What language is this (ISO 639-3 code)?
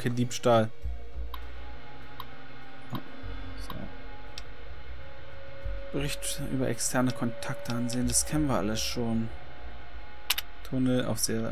deu